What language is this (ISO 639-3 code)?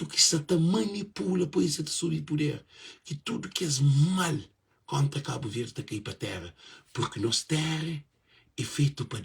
kea